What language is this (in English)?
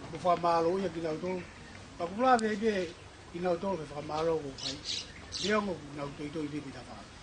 Tongan